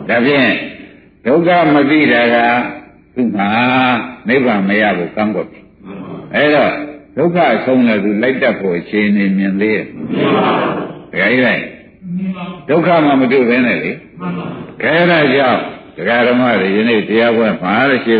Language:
Burmese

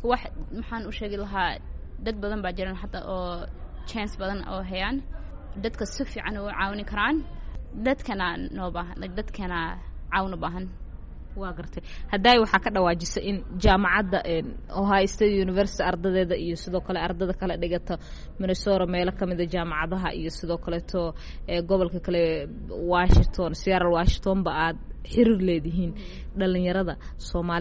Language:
Somali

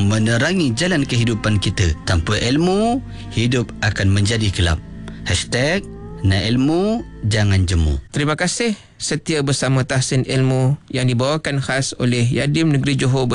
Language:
Malay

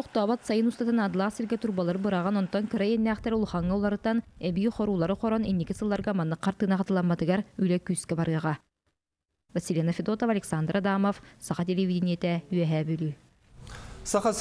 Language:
Yakut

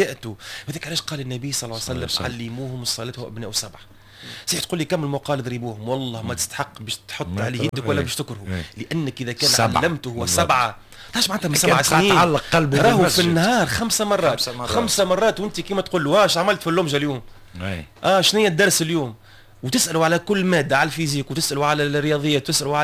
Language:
Tunisian Arabic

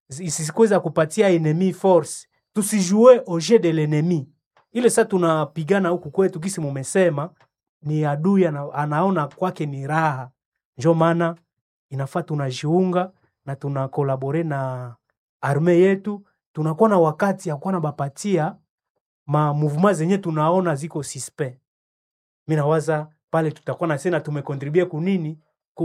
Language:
Swahili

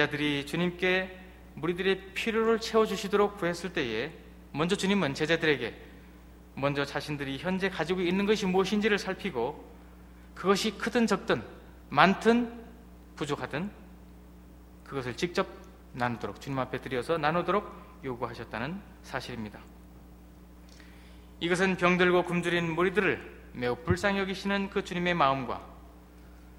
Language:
Korean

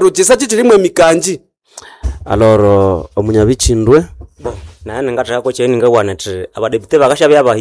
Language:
Nande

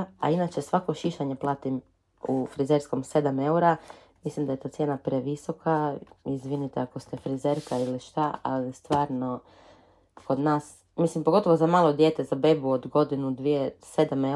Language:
Croatian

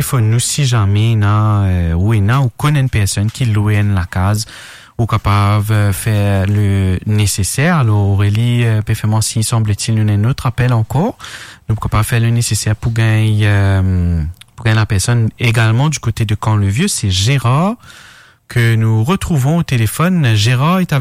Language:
Morisyen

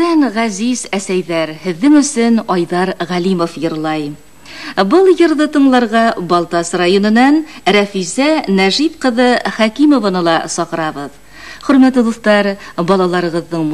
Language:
Bashkir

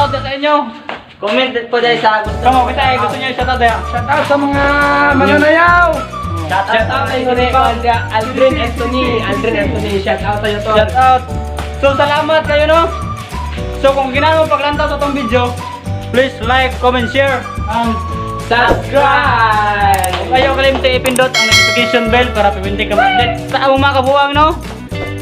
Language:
Cebuano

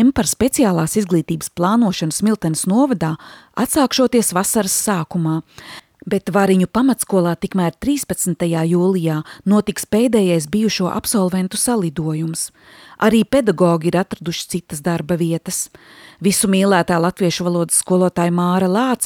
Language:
Latvian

